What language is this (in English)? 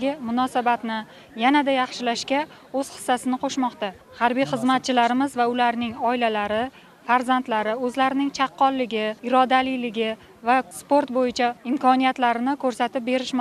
Uzbek